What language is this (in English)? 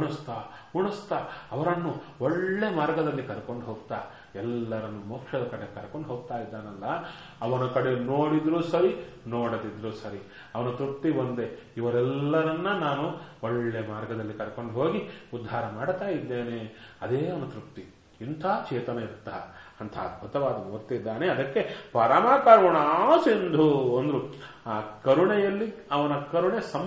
Kannada